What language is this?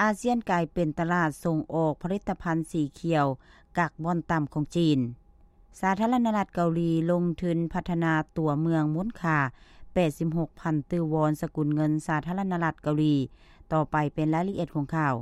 Lao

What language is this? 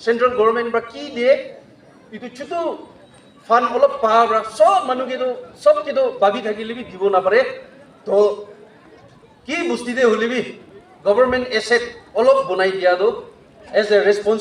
Naga Pidgin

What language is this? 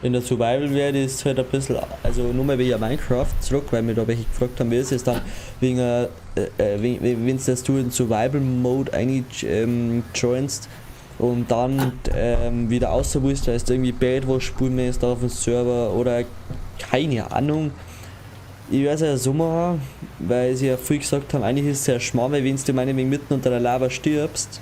Bavarian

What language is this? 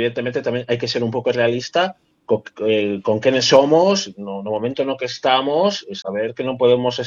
Galician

